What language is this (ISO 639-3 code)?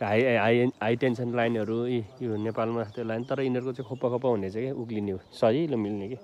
nep